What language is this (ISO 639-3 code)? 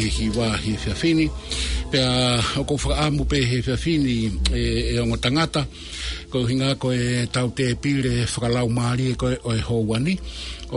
ton